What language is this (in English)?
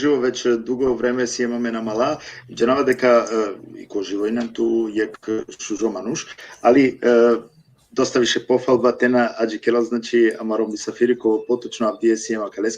Balkan Romani